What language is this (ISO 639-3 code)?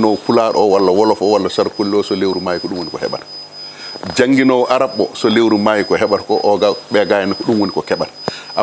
ful